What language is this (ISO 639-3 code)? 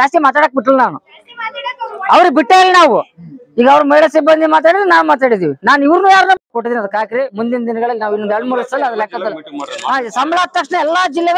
kan